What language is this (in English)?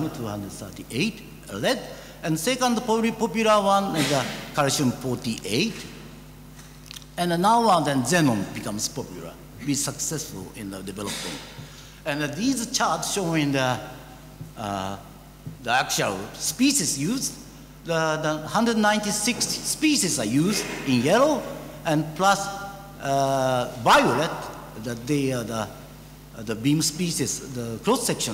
English